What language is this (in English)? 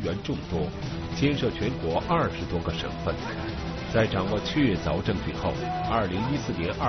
Chinese